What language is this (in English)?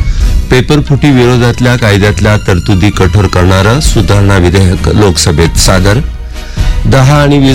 Marathi